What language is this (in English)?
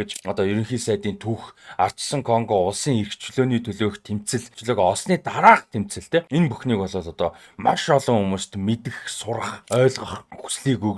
Mongolian